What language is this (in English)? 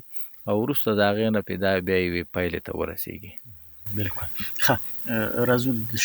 Pashto